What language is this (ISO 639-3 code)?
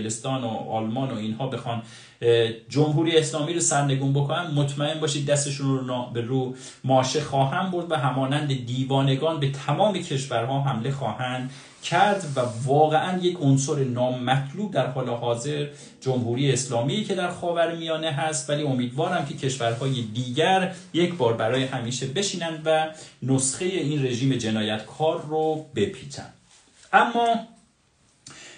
fas